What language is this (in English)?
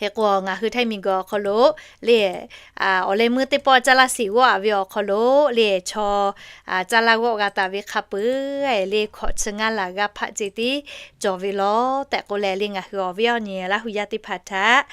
Lahu